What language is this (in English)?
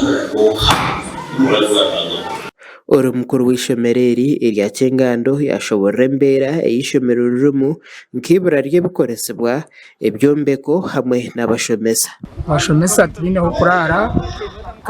Nyankole